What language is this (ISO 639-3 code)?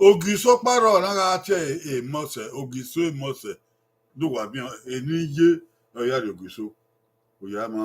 bin